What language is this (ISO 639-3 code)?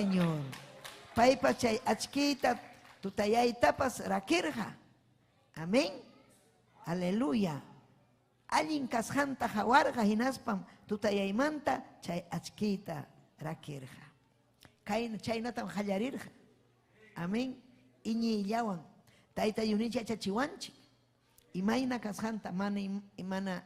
quy